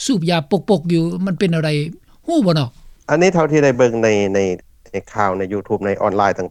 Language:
Lao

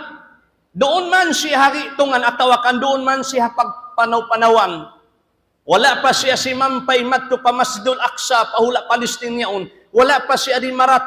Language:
Tausug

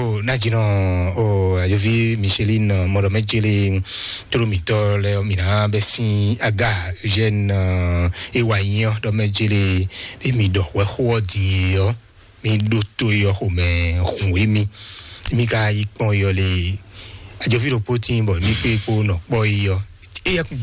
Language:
Fon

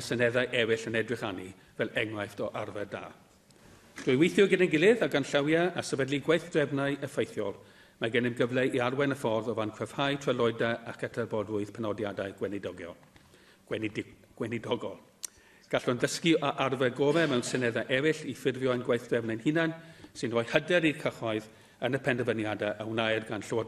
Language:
Welsh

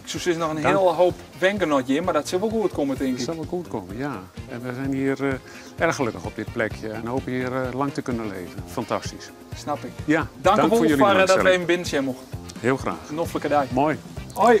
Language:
Western Frisian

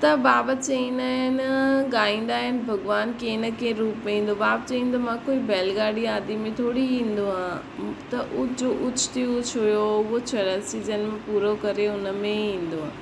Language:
Sindhi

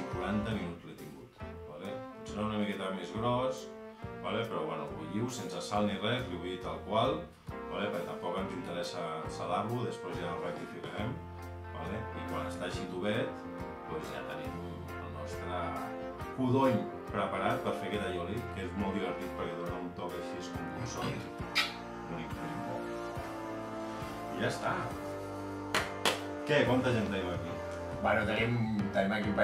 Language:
Catalan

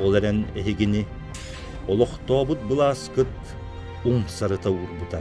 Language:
Yakut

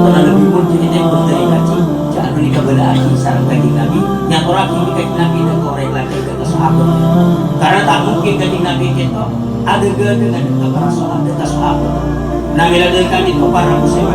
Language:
Madurese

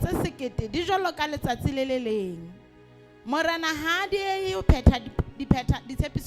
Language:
Southern Sotho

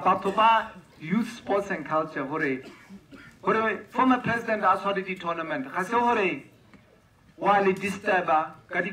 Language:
Tswana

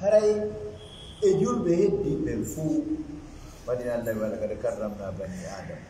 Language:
Fula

